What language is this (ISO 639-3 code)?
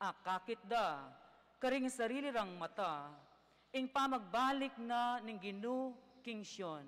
pam